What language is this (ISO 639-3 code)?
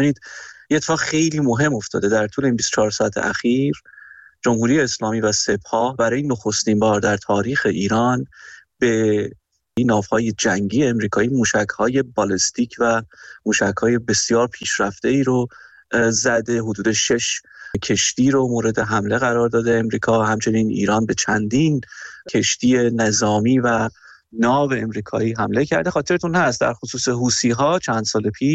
fas